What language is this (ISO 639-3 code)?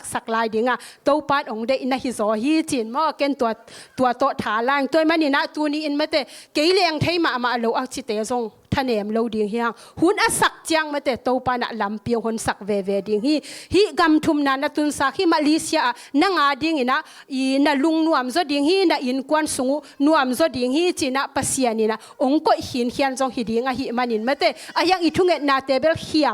ctd